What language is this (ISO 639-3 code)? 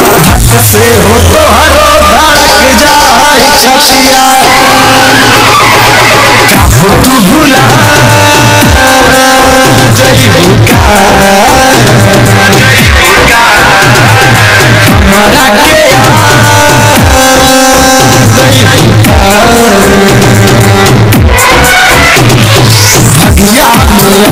bho